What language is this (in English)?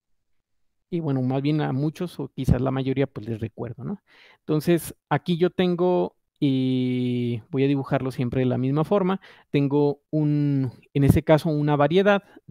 Spanish